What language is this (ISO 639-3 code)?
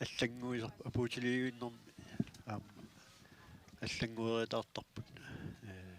kal